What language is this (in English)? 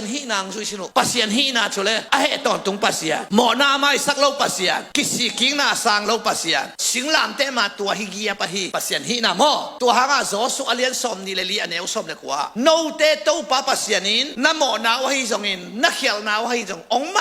Tedim Chin